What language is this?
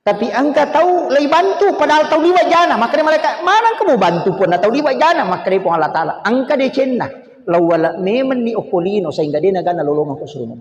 Buginese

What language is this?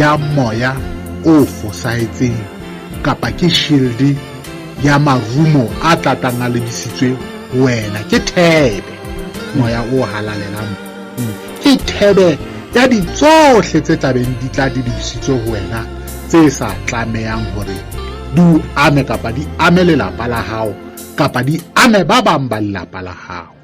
Southern Sotho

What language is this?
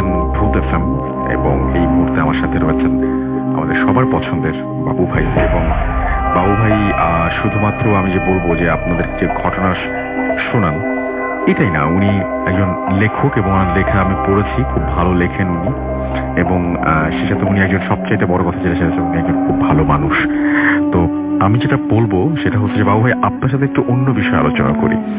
Bangla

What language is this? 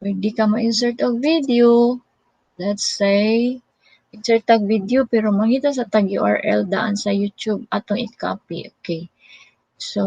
Cebuano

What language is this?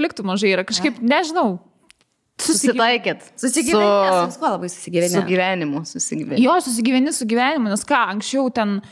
Lithuanian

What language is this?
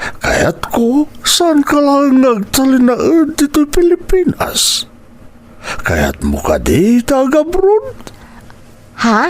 Iloko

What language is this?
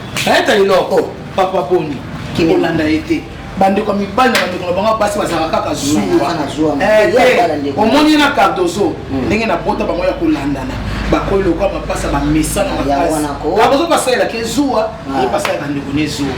Lingala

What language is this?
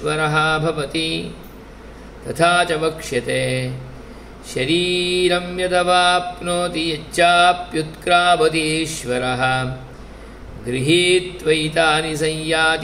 Sanskrit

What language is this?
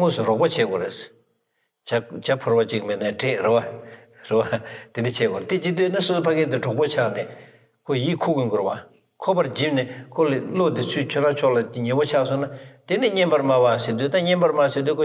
Tibetan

